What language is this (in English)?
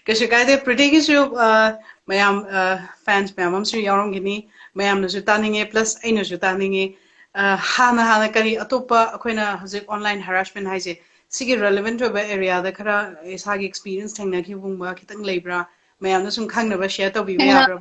Manipuri